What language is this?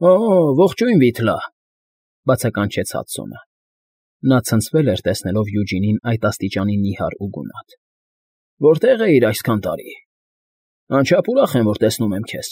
Armenian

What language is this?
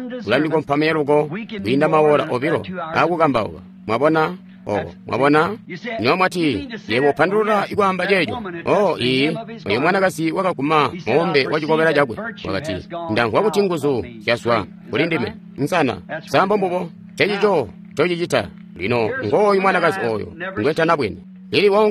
Tonga (Zambia)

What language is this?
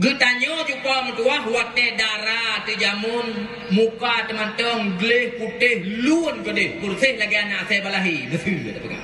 Achinese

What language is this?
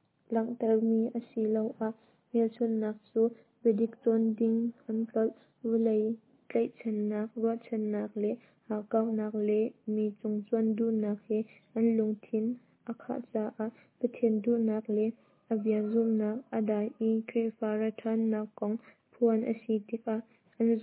Hakha Chin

